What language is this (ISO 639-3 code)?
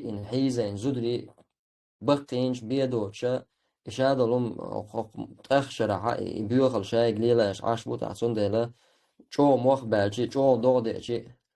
che